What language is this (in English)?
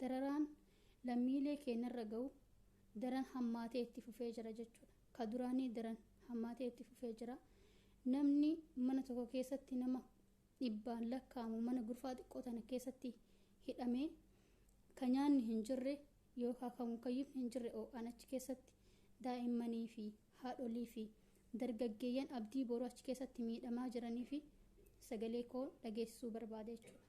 Oromo